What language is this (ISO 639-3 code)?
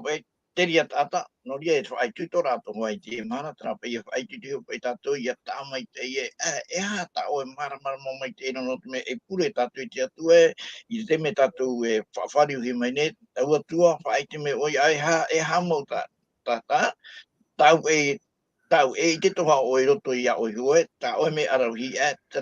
tah